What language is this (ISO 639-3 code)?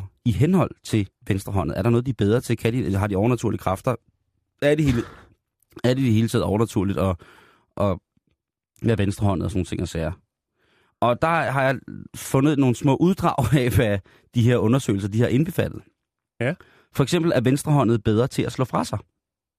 dan